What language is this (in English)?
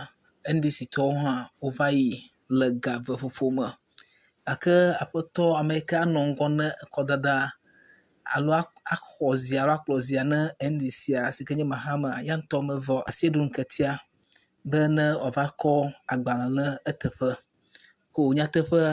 Ewe